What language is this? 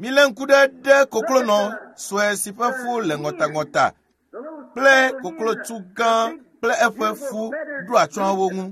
Ewe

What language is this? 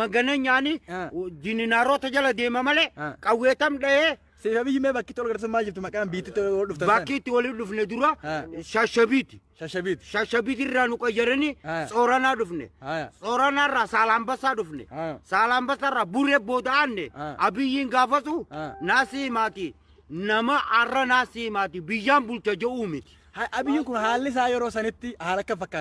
Oromo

